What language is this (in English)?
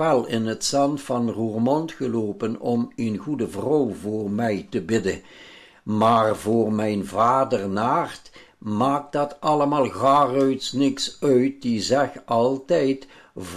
Limburgish